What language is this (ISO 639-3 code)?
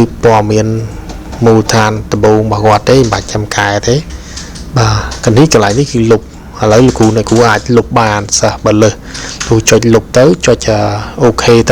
khm